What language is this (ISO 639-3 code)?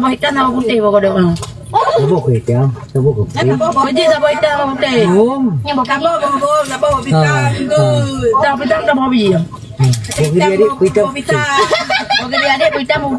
ace